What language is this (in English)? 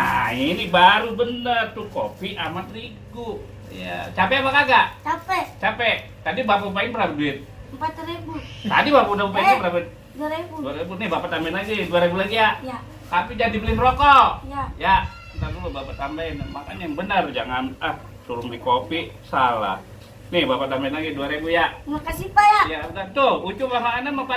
Betawi